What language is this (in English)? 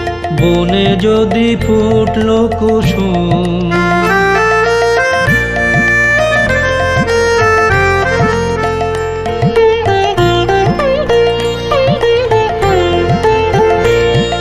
Bangla